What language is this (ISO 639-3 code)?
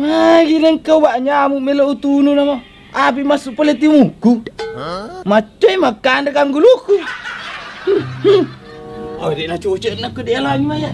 bug